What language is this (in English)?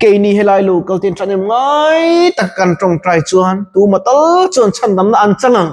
Mizo